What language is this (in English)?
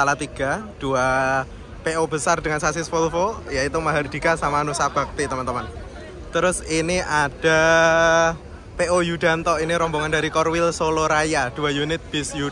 Indonesian